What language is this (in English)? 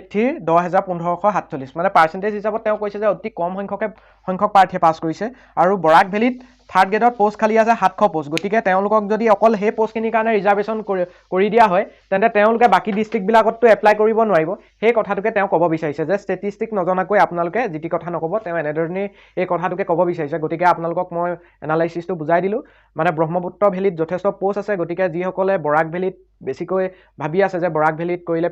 Assamese